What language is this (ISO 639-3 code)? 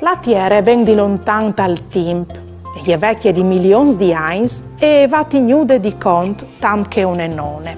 fur